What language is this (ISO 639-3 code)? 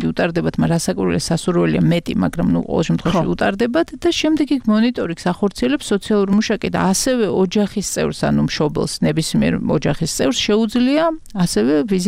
kat